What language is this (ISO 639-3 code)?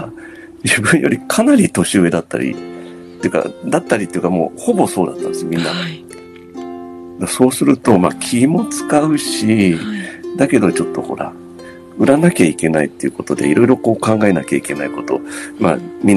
jpn